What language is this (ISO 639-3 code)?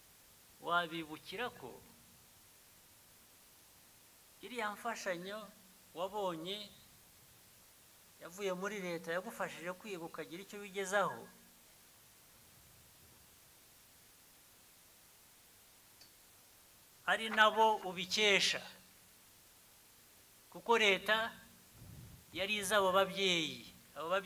kin